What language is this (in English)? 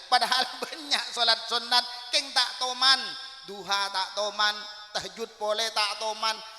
Madurese